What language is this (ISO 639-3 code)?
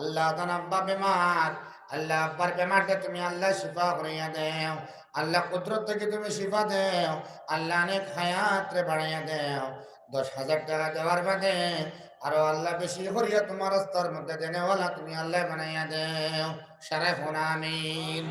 syl